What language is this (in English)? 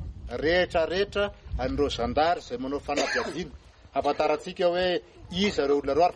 Malagasy